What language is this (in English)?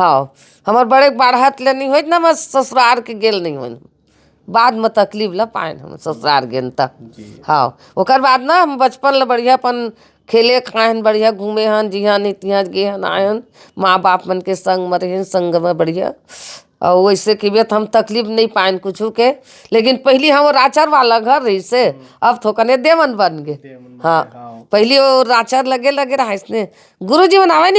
Chhattisgarhi